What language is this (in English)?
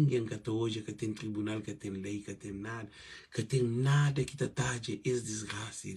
Kabuverdianu